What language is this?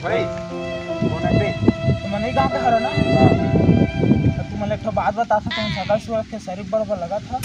Chhattisgarhi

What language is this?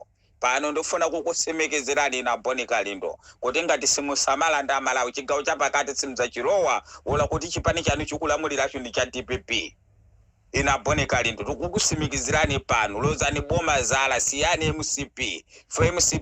Nyanja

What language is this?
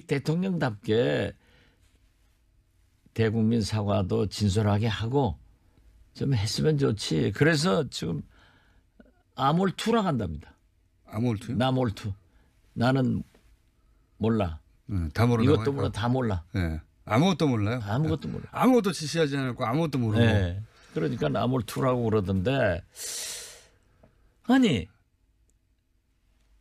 Korean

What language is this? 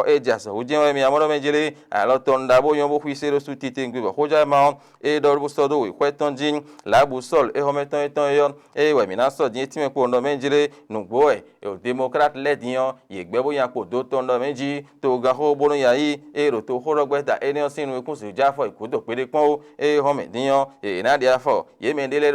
Fon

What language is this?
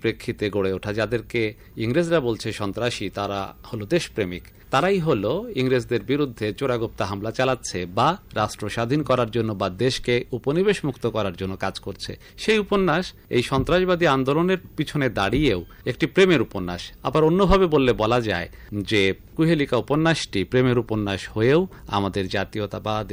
Bangla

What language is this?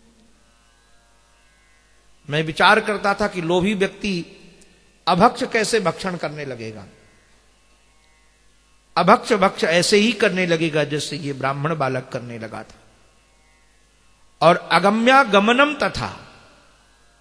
Hindi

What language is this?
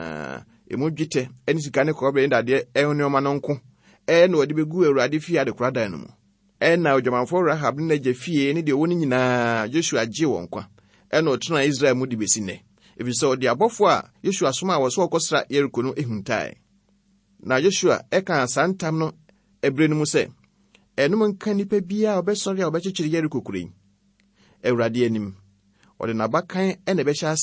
Akan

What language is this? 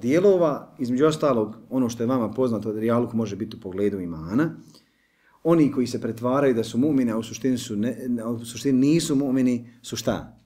Bosnian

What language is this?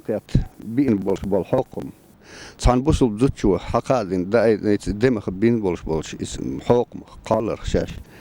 Chechen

